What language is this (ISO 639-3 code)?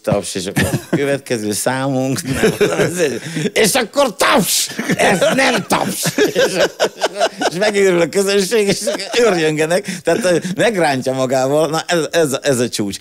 hun